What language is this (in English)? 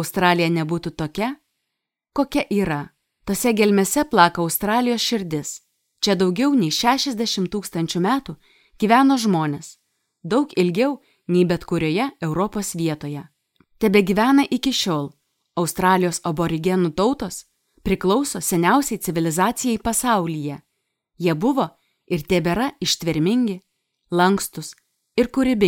Lithuanian